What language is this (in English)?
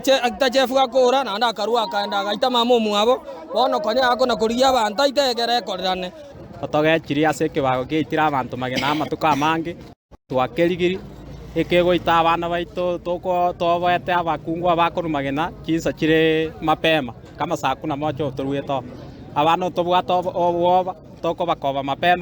Gusii